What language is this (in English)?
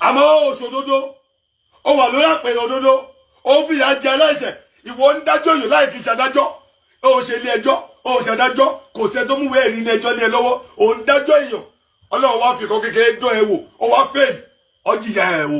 Yoruba